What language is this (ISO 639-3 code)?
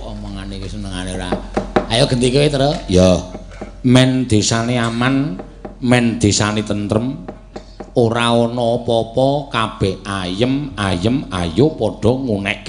jav